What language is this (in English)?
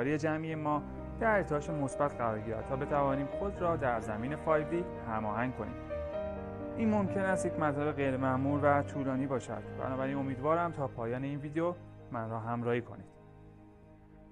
Persian